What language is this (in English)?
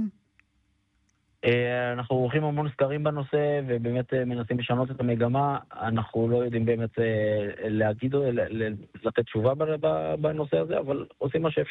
Hebrew